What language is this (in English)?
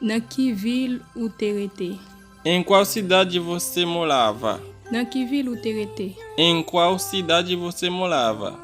Haitian Creole